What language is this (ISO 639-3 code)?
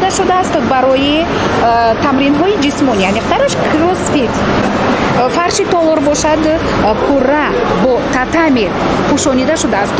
tgk